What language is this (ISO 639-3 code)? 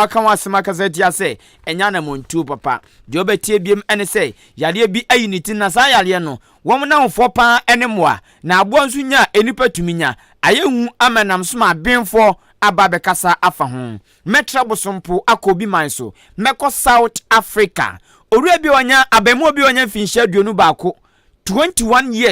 aka